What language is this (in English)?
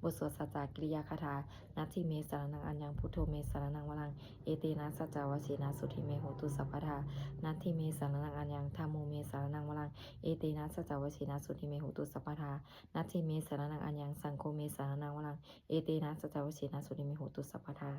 Pali